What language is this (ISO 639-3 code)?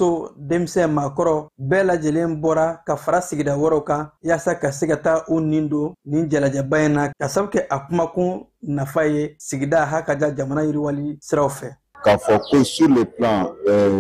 bam